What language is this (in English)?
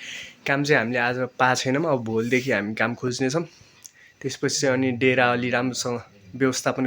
Nepali